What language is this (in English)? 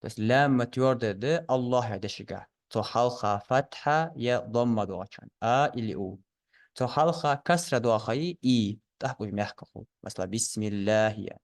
Ingush